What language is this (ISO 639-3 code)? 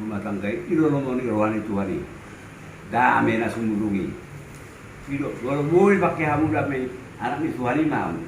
bbc